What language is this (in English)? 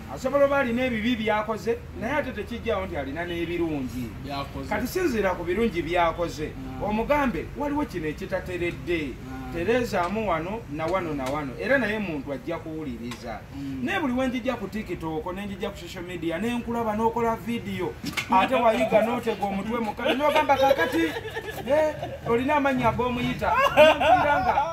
Ganda